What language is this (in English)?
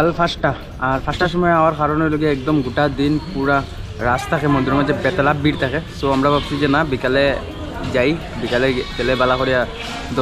Sylheti